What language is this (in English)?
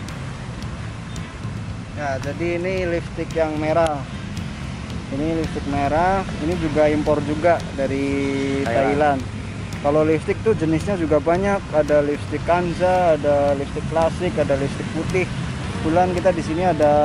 Indonesian